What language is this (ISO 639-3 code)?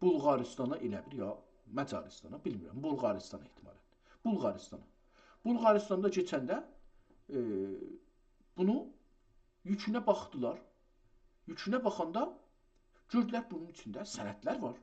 azb